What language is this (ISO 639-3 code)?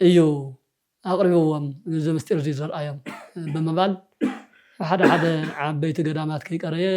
tir